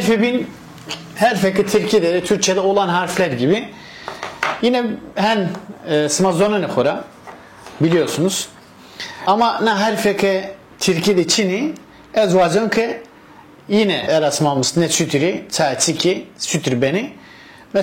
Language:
Zaza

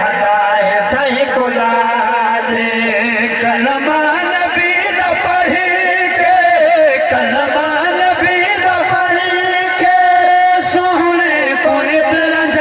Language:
Saraiki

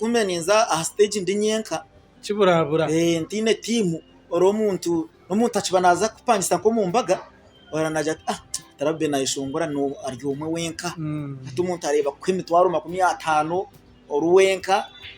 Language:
Nyankole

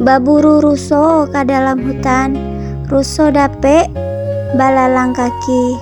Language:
Minangkabau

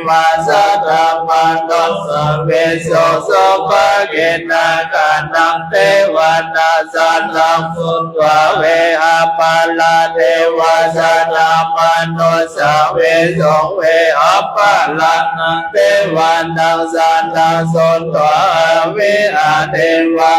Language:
Pali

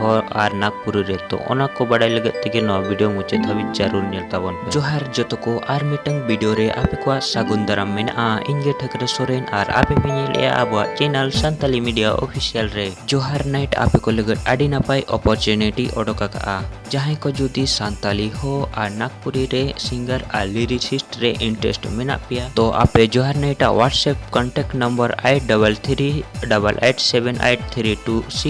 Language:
Santali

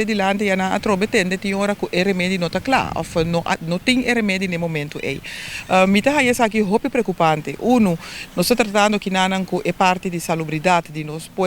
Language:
Papiamento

